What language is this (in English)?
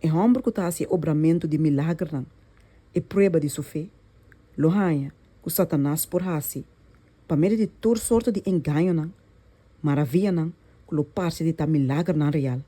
Papiamento